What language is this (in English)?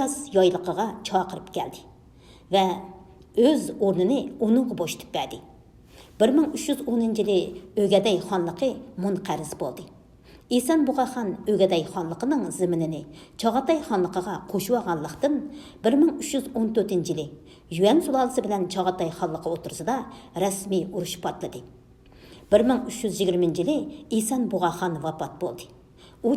Uyghur